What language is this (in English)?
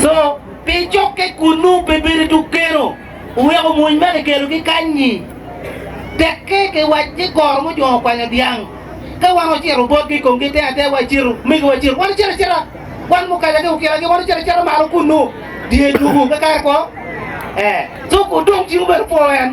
Acoli